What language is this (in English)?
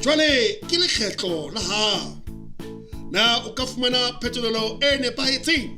Southern Sotho